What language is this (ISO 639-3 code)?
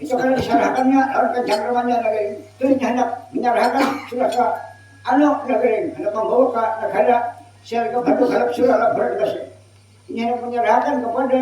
bjn